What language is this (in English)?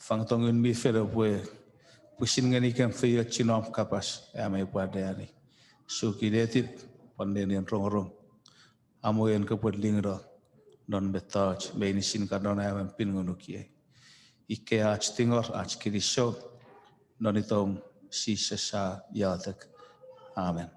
Chuukese